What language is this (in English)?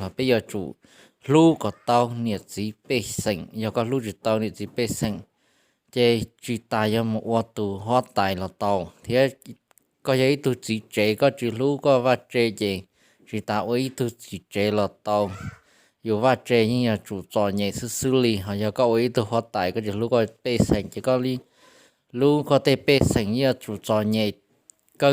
Hmong